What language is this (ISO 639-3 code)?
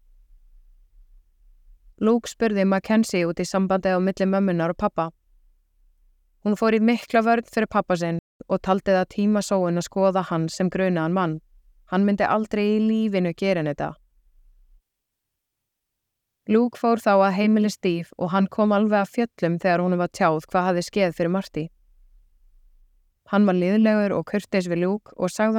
isl